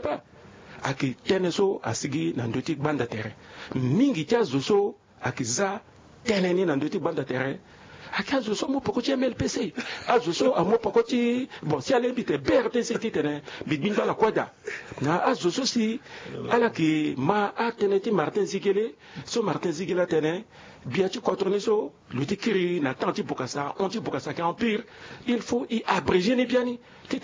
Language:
Sango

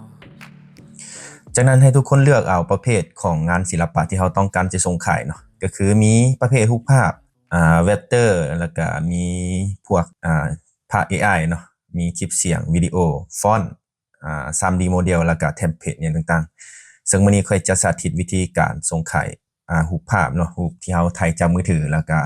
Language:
Lao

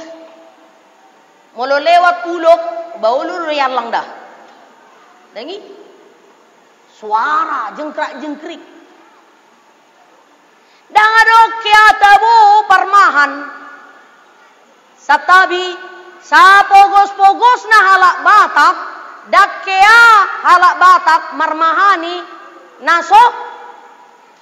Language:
Batak Toba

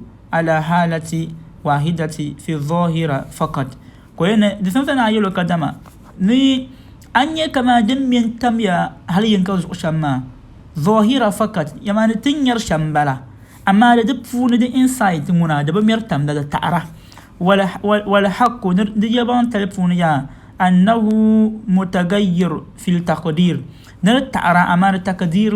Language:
Dagbani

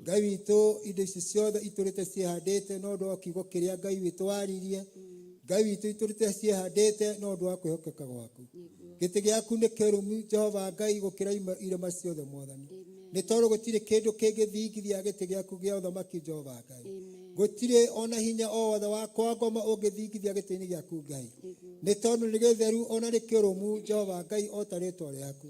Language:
Kikuyu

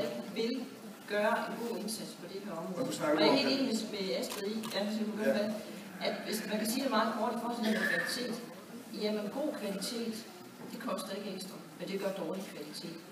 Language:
Danish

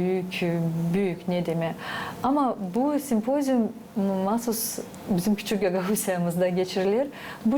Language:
Gagauz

